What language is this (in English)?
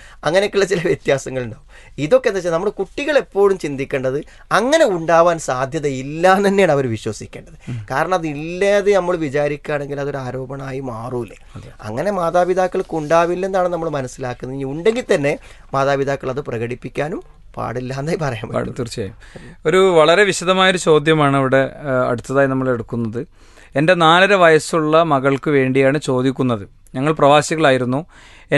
Malayalam